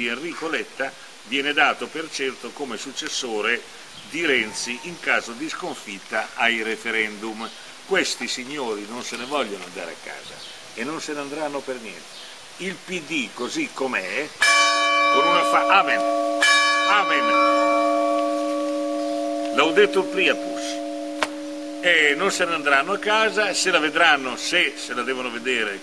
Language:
Italian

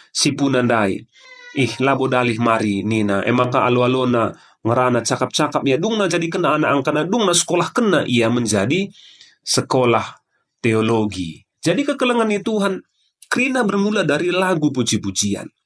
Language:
Batak Karo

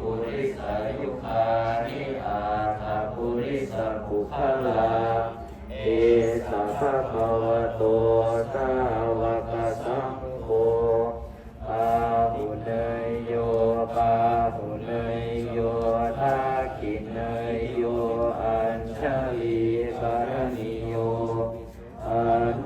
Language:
Pali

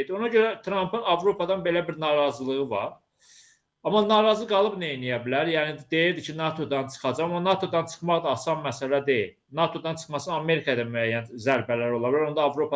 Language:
Azerbaijani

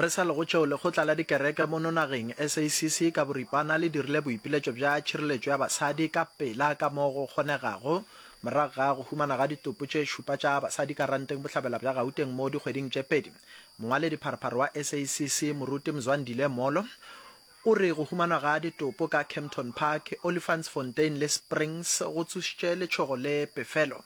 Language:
Northern Sotho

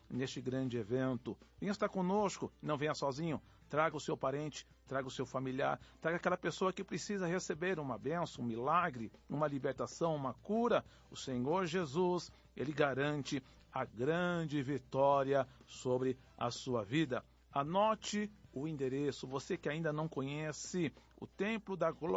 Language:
Portuguese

